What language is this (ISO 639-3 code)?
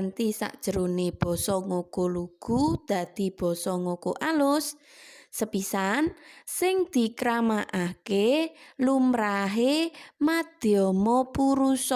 jav